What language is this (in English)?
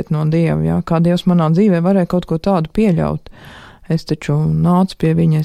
Latvian